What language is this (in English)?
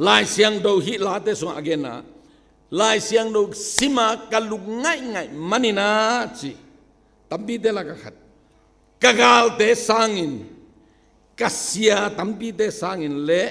Tedim Chin